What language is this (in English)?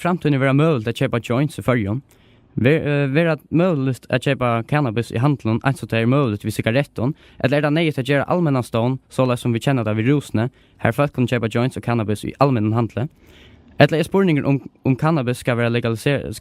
Faroese